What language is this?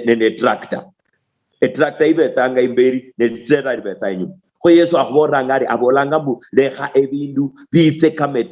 Luyia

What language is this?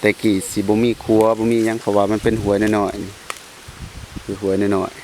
Lao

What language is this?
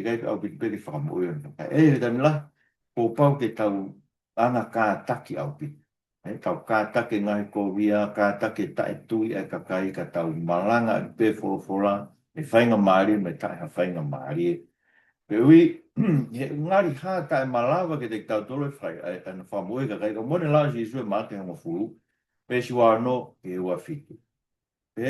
Tongan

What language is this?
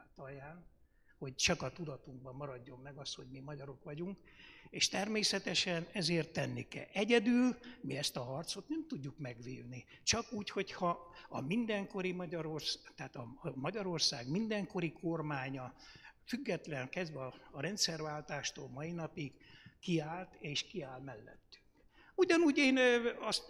Hungarian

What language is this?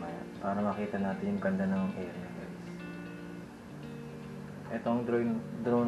Filipino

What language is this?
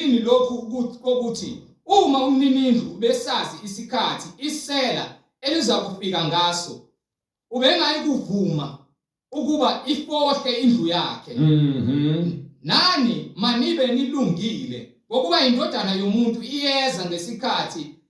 Zulu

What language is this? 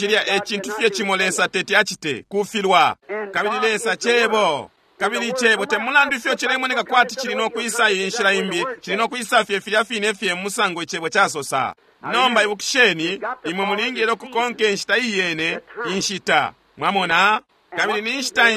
Bemba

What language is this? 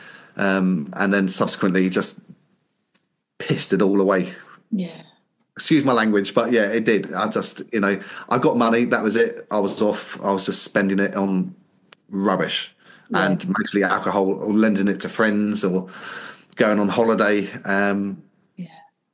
English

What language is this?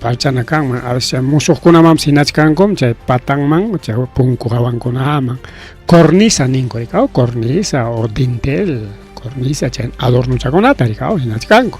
Ayacucho Quechua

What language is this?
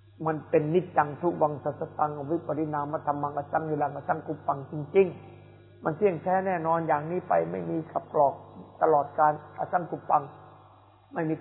Thai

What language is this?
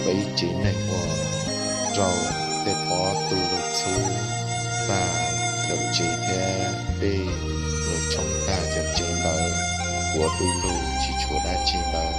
Hmong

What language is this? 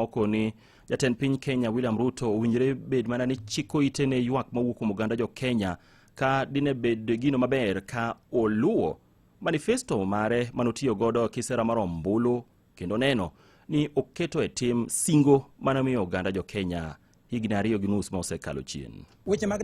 Luo (Kenya and Tanzania)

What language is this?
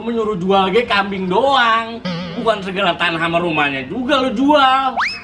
Betawi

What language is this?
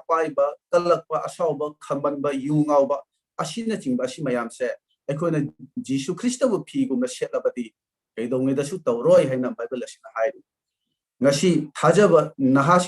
Manipuri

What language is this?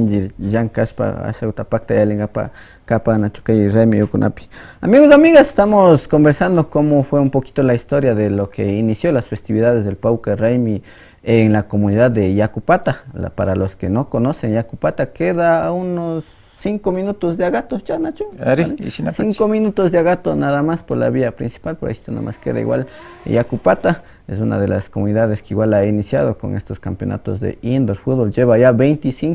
Imbabura Highland Quichua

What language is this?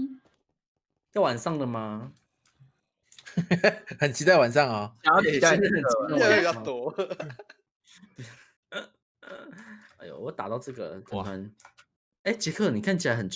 Chinese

